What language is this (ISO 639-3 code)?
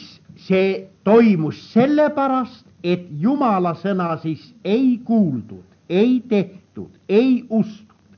est